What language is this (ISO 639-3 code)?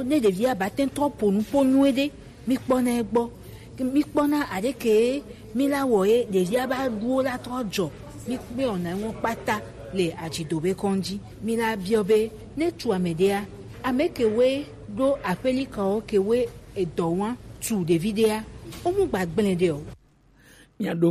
gej